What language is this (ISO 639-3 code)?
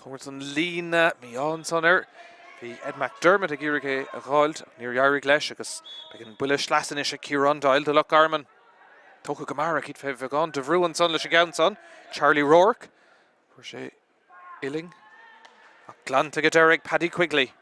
gle